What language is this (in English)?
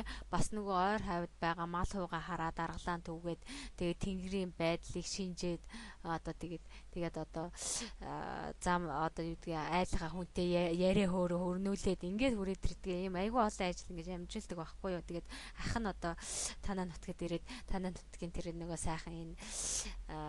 Mongolian